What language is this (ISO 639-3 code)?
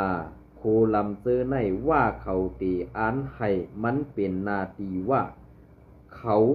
shn